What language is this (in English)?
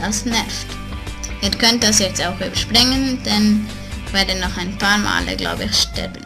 Swiss German